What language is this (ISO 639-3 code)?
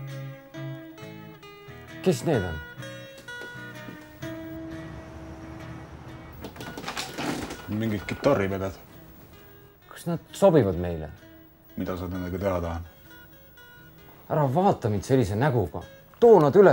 est